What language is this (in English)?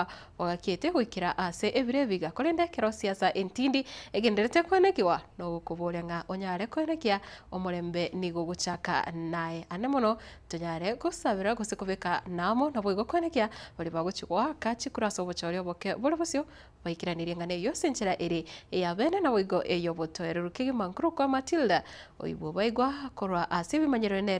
Gusii